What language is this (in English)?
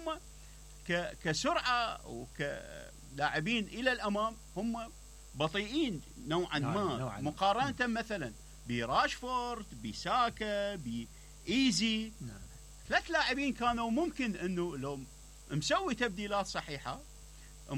Mesopotamian Arabic